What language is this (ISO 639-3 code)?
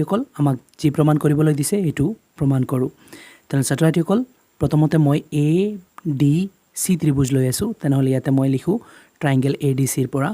asm